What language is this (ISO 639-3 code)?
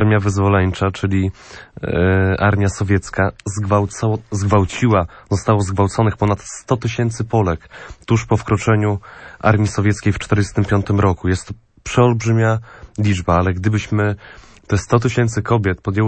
pol